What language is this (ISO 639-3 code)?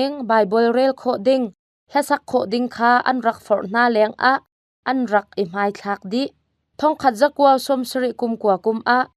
cnh